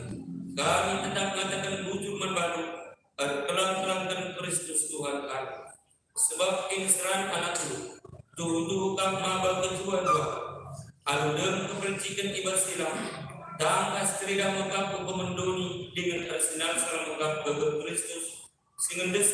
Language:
Batak Karo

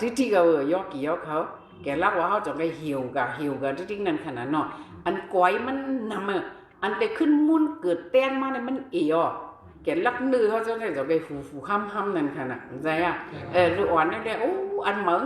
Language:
Shan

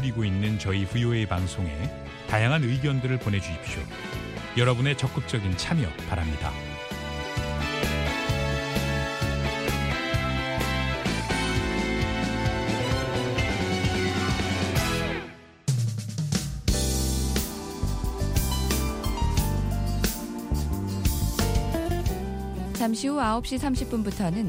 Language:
Korean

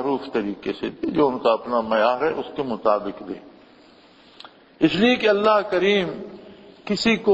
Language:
Urdu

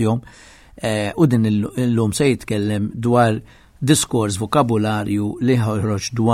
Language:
Maltese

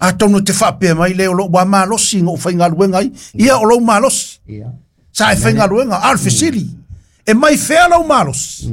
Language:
Samoan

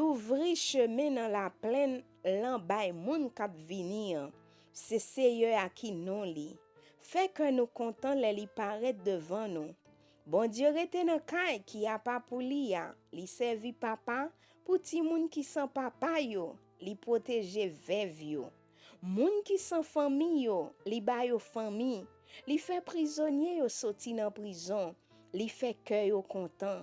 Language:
Haitian Creole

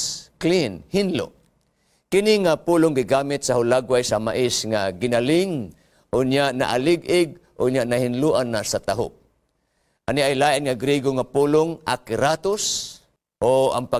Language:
Cebuano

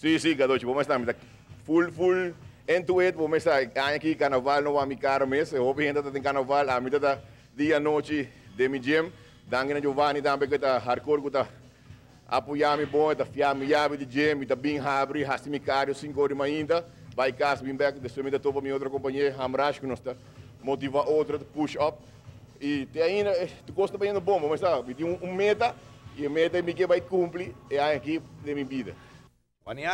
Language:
Papiamento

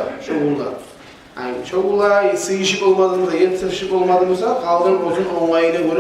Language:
Kumyk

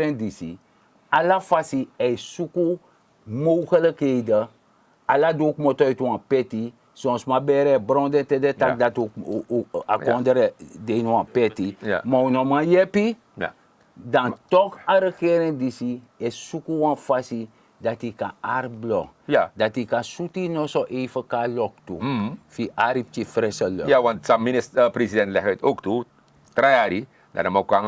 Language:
Sranan Tongo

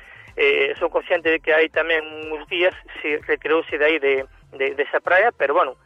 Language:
Galician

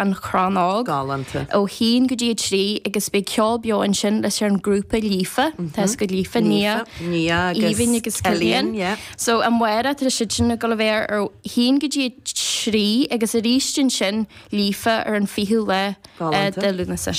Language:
Irish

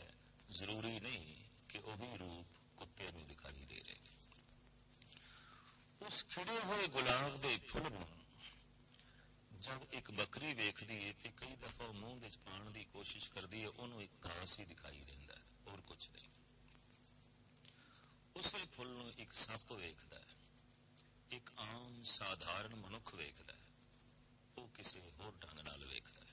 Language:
Punjabi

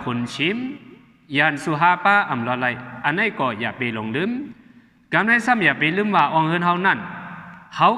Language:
Shan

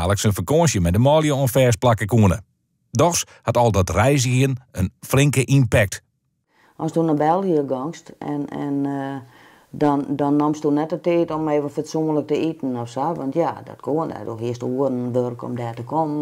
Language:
Western Frisian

